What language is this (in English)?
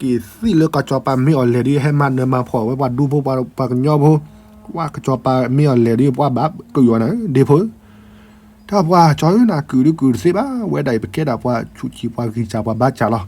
S'gaw Karen